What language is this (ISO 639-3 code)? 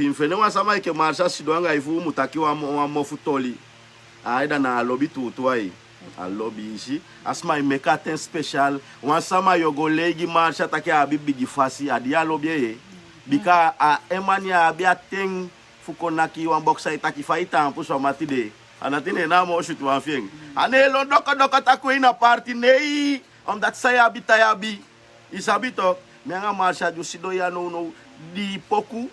srn